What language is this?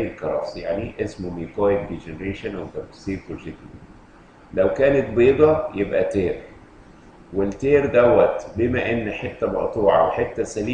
Egyptian Arabic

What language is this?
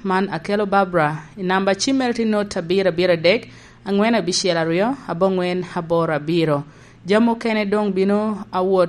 Lango (Uganda)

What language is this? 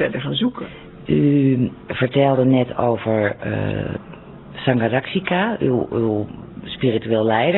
Dutch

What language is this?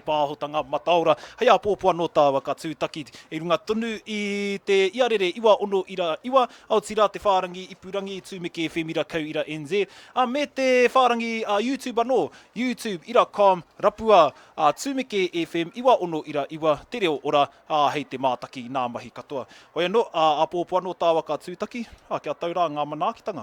Māori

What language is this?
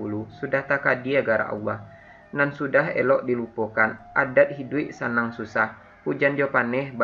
Minangkabau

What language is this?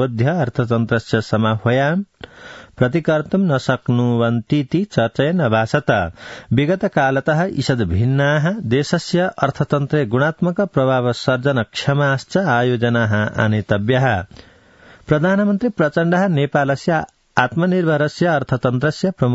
Sanskrit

